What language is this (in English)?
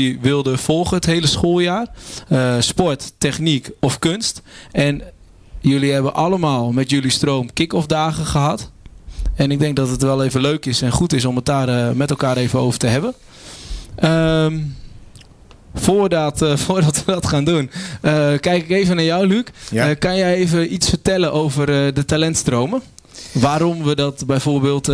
Dutch